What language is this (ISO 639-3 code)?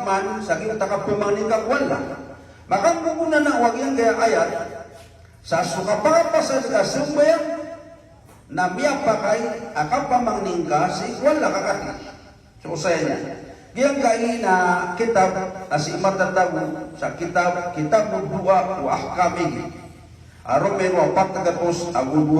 mrw